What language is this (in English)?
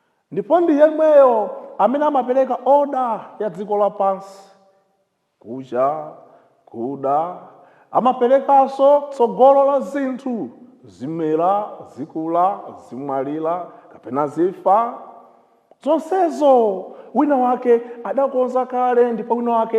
Nyanja